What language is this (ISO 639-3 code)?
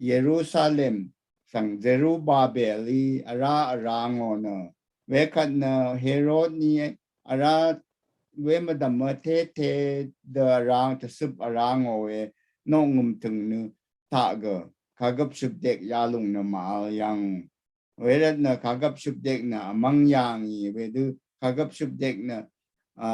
raw